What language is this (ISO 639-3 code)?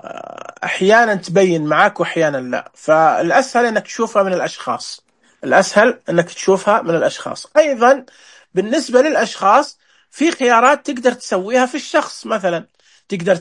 ars